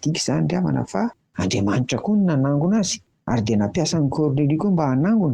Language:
Malagasy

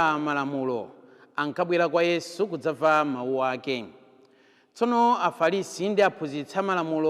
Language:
Nyanja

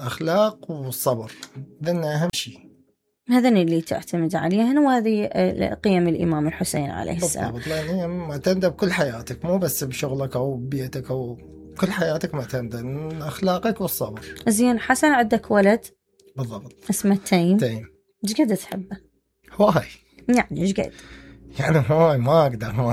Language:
Mesopotamian Arabic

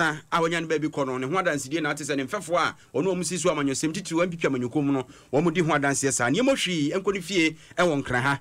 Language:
Akan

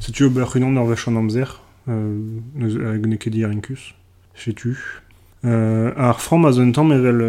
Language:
Breton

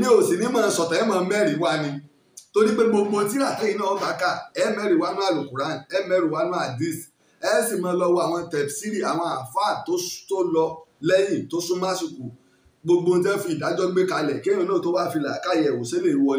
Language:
Yoruba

